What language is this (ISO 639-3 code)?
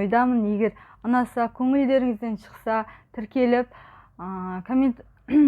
kaz